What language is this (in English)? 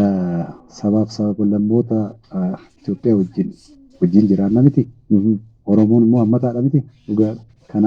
Oromo